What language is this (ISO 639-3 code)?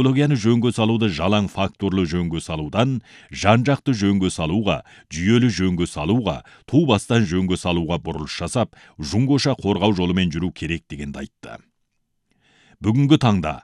kaz